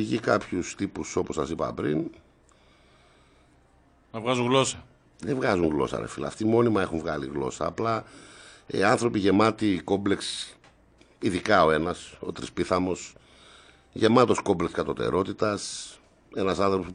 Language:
Greek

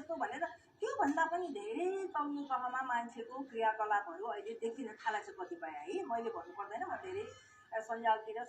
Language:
Nepali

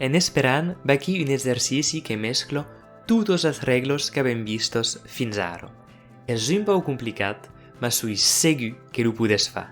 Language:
Occitan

